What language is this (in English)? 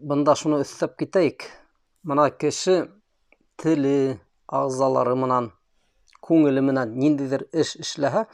Bashkir